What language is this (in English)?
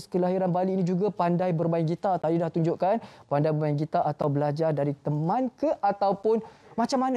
Malay